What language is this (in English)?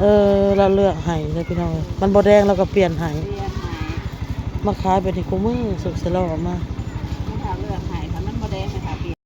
Northeastern Thai